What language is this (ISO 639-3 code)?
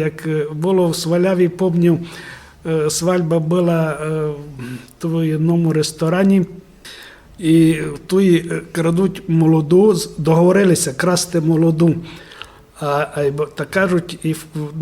rue